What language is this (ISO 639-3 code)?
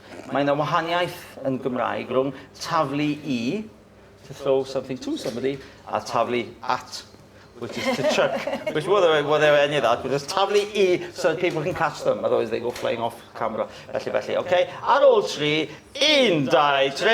cym